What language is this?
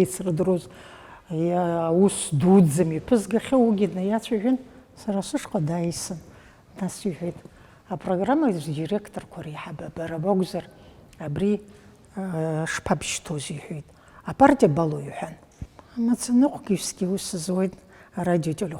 Abkhazian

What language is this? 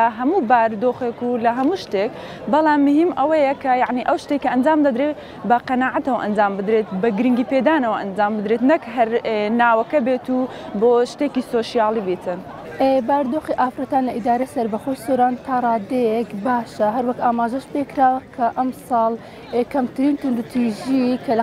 Central Kurdish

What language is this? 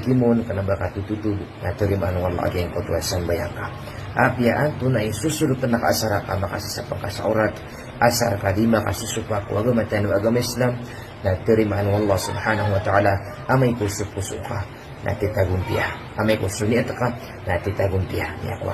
Maranao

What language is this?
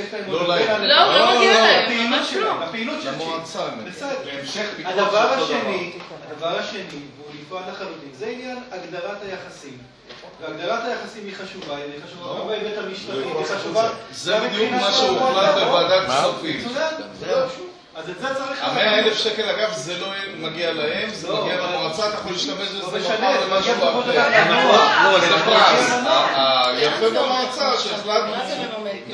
Hebrew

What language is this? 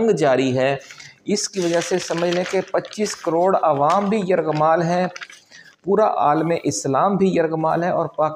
Urdu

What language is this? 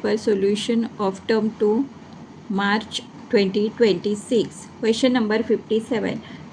Konkani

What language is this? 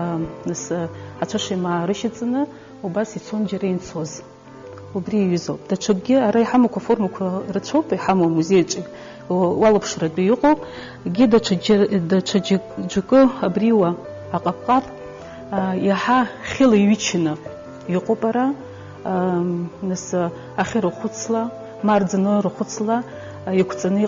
Abkhazian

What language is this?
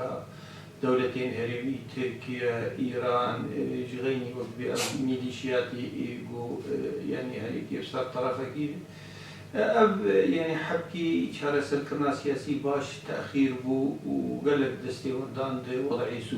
Kurdish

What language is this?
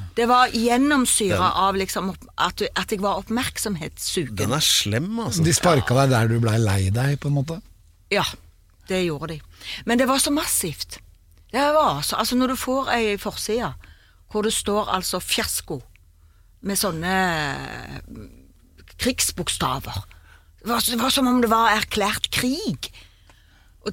Norwegian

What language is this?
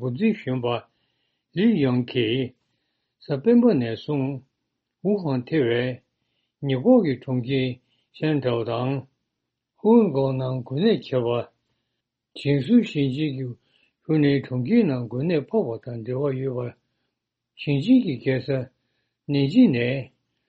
Tibetan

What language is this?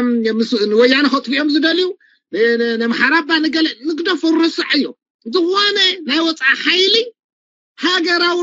Tigrinya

